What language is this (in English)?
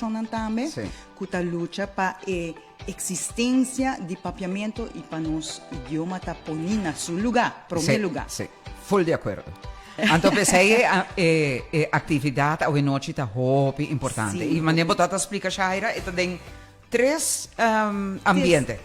Papiamento